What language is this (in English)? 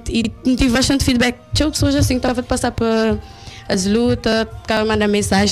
Kabuverdianu